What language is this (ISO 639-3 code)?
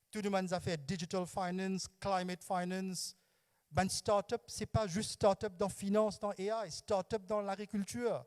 mfe